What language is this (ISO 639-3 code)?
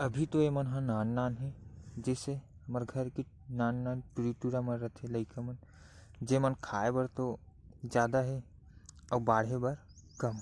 hne